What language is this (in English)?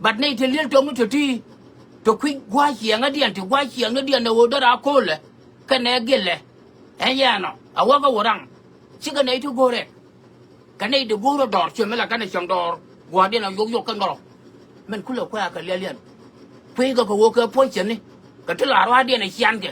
Nuer